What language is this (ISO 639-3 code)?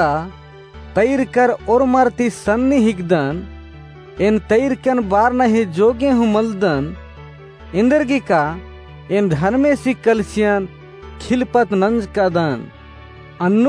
kru